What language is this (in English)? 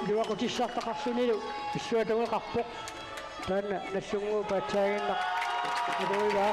Kalaallisut